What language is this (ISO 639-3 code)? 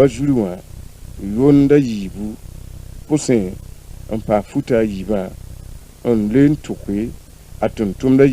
mos